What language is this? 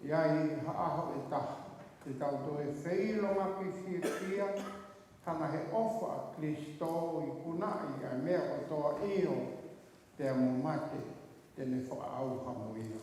Tongan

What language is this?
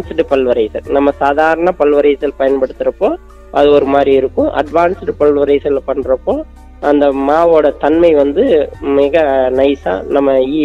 Tamil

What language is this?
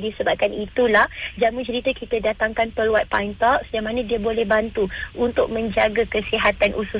Malay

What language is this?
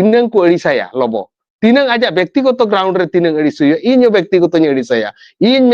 Santali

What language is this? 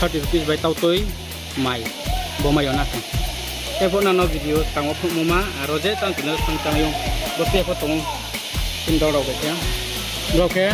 Riang (India)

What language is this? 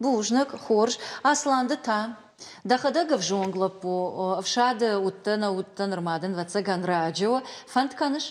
Ossetic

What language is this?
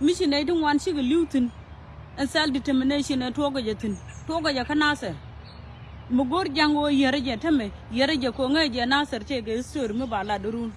Nuer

